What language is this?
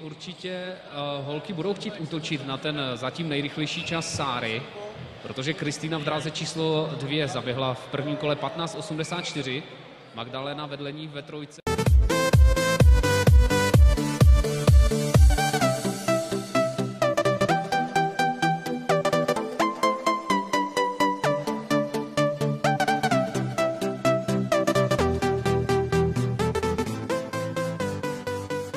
Czech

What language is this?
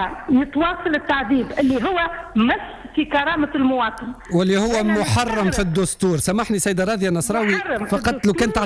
Tunisian Arabic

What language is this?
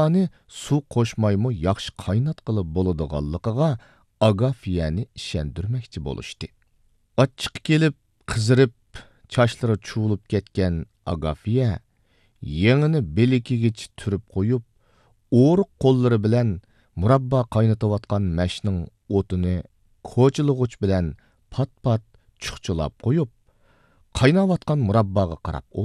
Uyghur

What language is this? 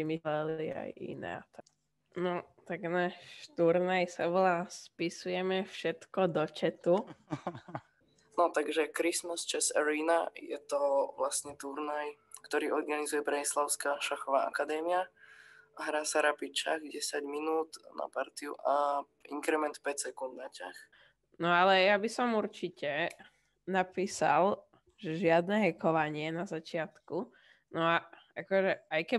Slovak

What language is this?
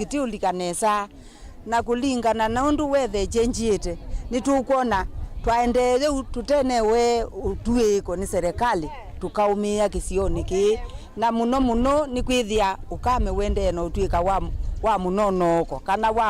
Kamba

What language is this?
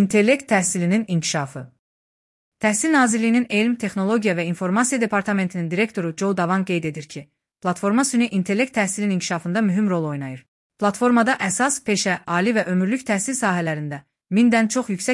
Azerbaijani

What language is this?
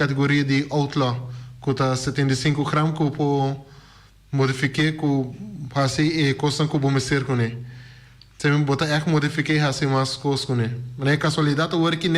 Papiamento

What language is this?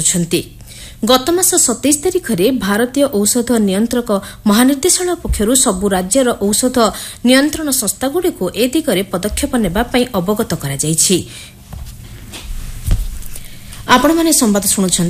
Odia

